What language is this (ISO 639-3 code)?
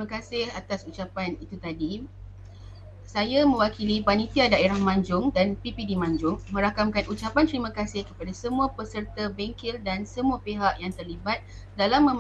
msa